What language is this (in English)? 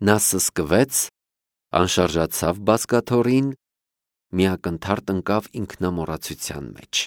Armenian